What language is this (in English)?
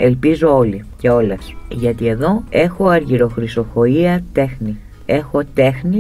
Greek